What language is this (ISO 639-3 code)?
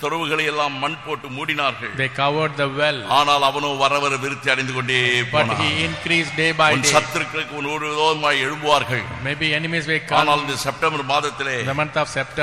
tam